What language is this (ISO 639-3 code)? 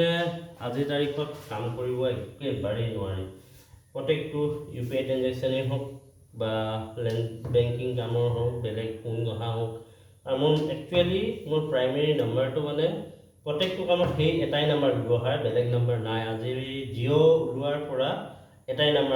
asm